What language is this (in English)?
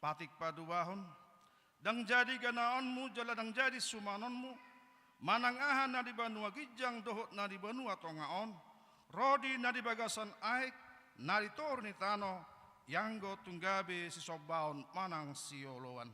Batak Toba